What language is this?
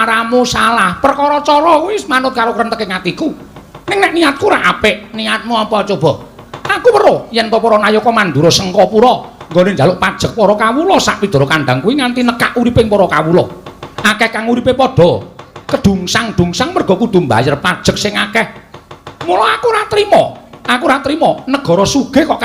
Javanese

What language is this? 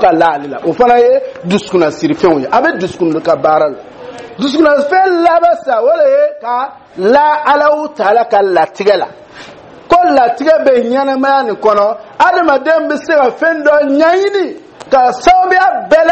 Dyula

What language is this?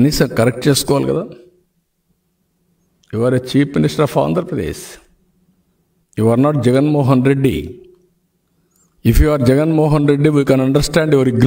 Telugu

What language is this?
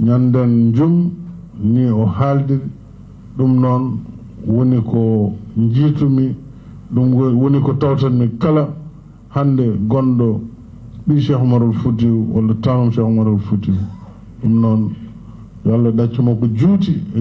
Fula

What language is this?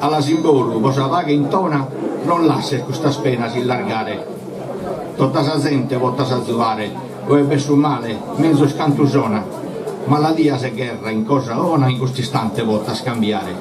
Sardinian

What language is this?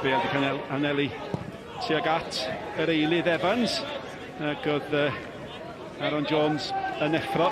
Welsh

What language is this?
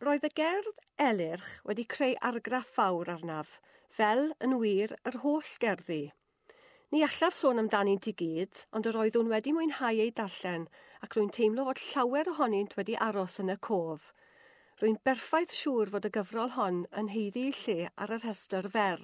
Welsh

